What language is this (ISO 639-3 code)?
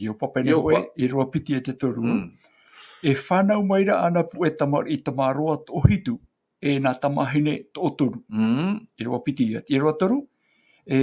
tah